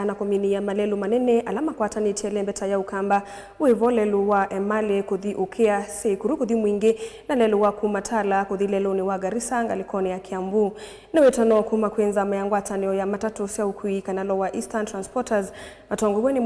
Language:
Kamba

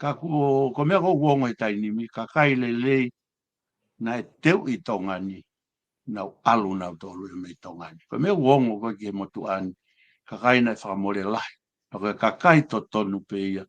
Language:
Tongan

